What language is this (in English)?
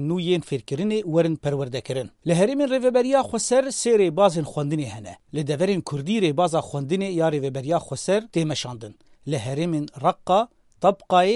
Kurdish